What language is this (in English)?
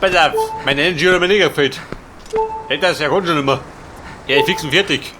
Bavarian